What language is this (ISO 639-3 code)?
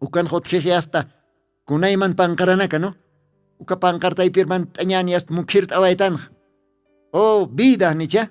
aym